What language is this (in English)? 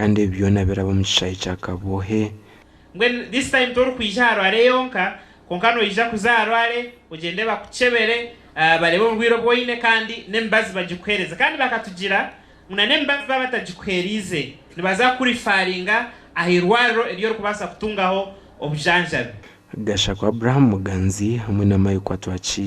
Nyankole